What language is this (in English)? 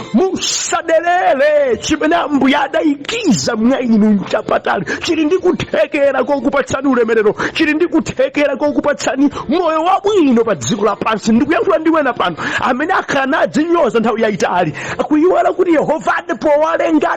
Nyanja